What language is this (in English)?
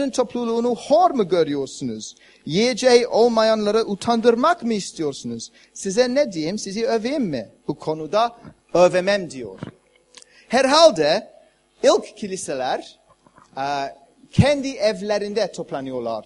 Turkish